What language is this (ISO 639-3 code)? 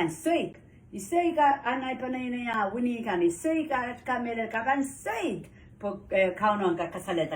pon